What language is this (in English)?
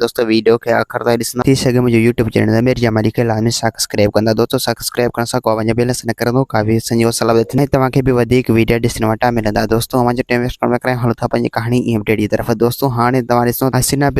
Sindhi